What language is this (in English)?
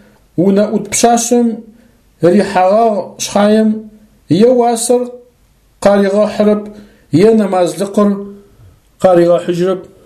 Adyghe